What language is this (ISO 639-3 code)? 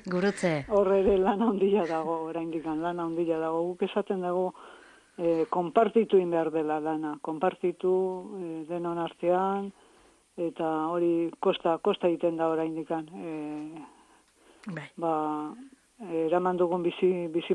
eus